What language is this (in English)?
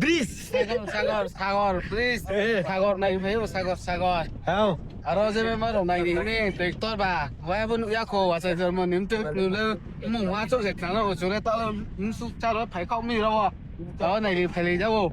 Riang (India)